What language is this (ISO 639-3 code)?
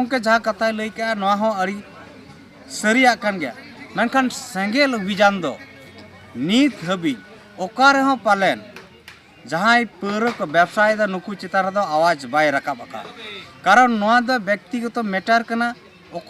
sat